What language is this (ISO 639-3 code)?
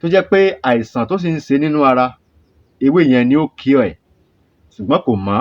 yor